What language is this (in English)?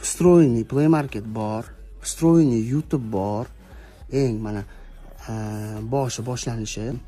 Uzbek